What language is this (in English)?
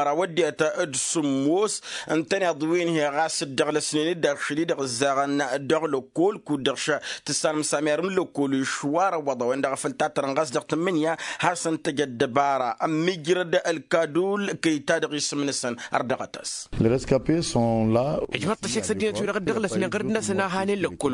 Tamasheq